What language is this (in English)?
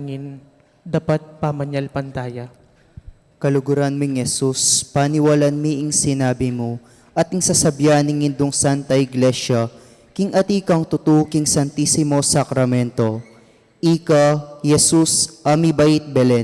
Pampanga